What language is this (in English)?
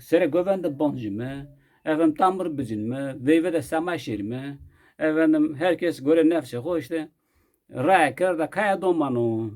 Zaza